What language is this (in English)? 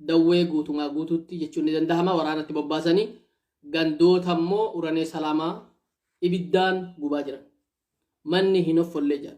Oromo